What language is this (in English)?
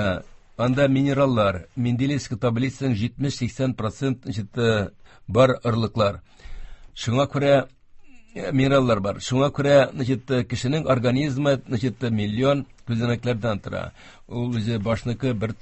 Tatar